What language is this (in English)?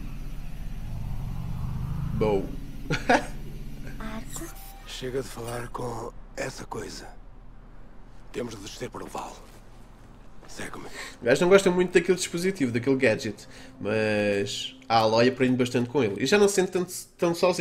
Portuguese